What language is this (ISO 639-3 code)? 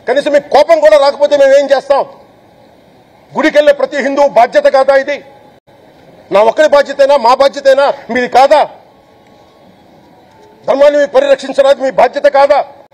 tel